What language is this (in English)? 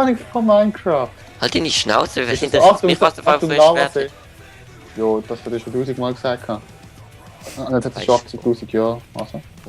Swiss German